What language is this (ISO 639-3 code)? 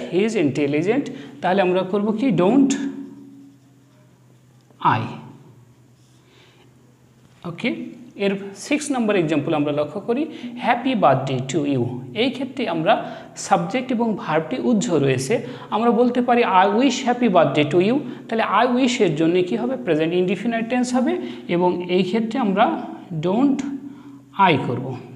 ben